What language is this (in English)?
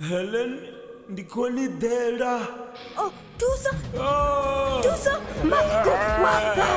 Venda